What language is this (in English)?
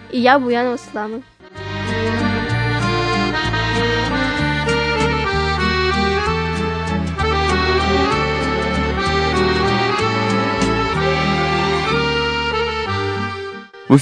Russian